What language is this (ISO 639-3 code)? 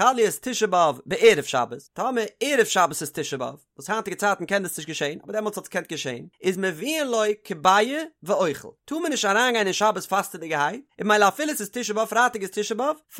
yid